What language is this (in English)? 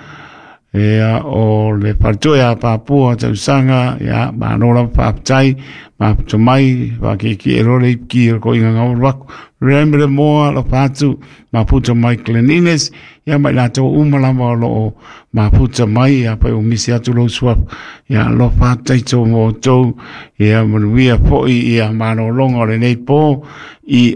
Samoan